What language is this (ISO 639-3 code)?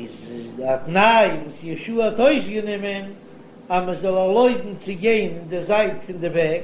yid